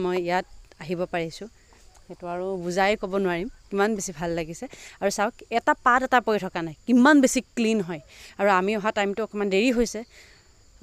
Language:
Assamese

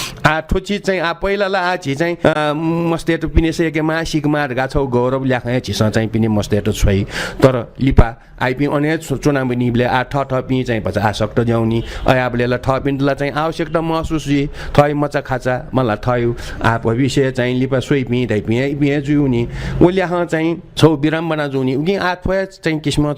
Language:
Newari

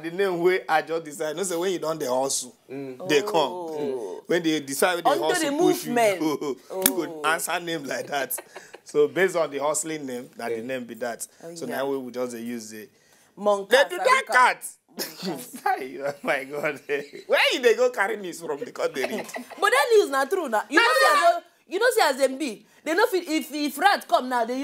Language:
Nigerian Pidgin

